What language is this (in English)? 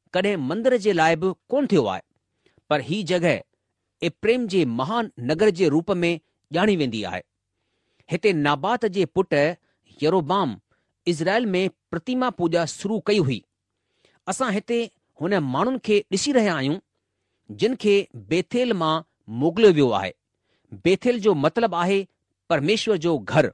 Sindhi